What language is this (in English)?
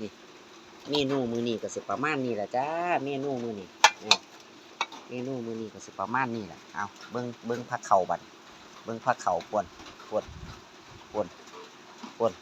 Northeastern Thai